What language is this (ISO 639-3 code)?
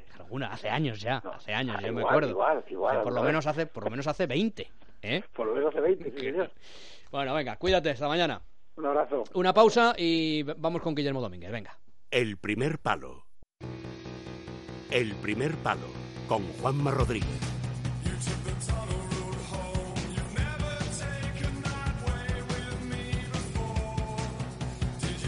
spa